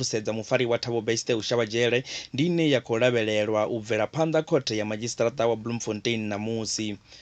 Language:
Venda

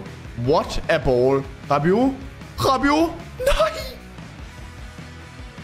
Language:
Danish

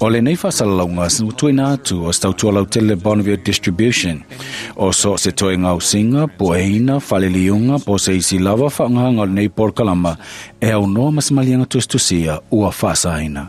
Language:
Samoan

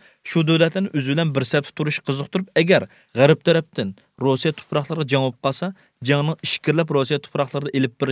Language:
Uyghur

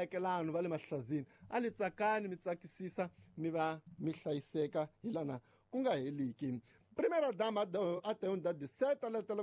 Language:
Tsonga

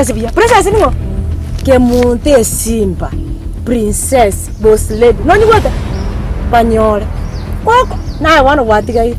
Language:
Gusii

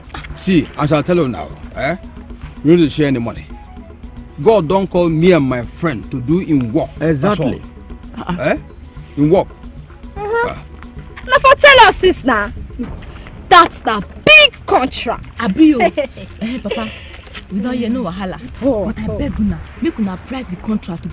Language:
Nigerian Pidgin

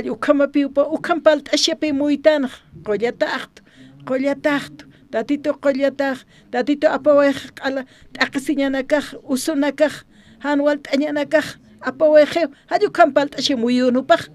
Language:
Aymara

